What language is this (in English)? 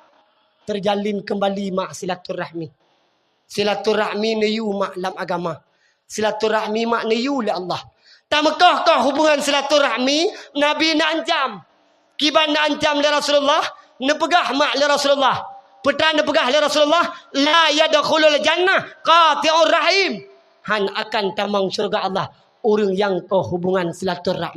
Achinese